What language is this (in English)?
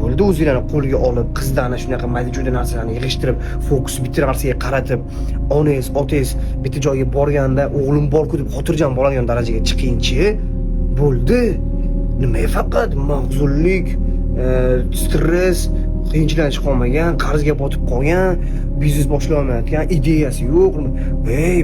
Uzbek